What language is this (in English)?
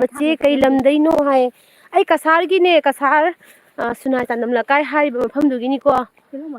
Manipuri